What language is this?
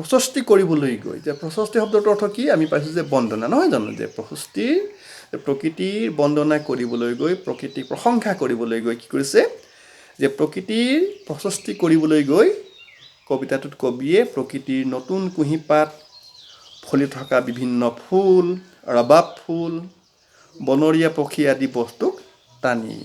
Assamese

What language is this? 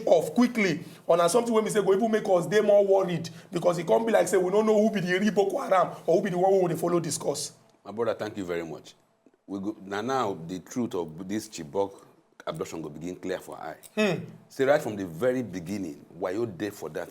Nigerian Pidgin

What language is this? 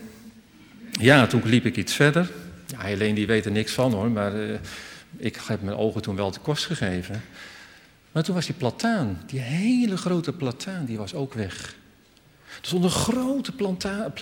Dutch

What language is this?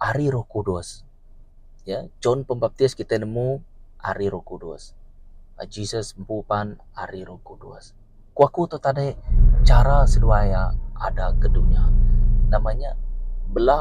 Iban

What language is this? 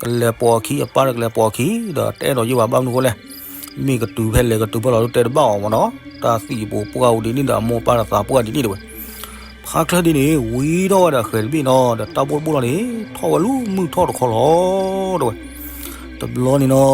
S'gaw Karen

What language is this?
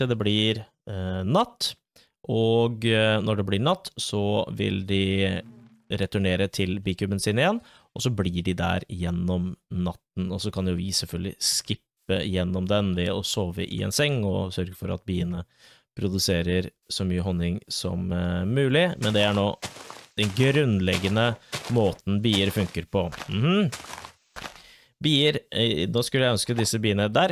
Norwegian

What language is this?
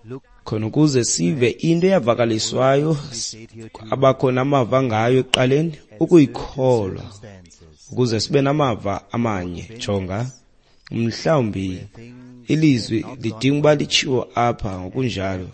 Xhosa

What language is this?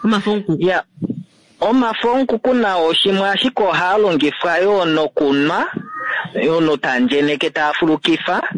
Kuanyama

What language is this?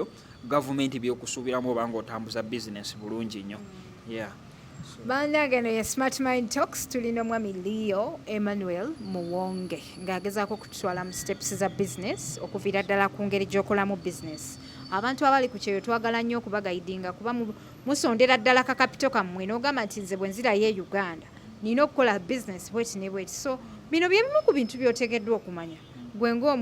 Ganda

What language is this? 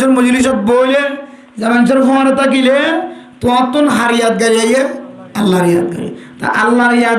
Rohingya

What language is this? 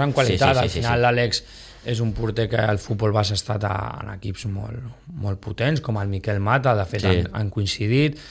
Catalan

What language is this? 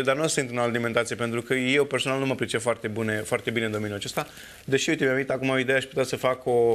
Romanian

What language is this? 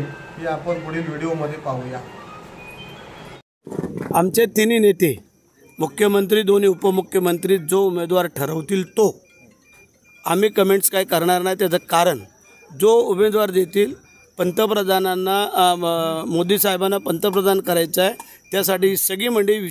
Marathi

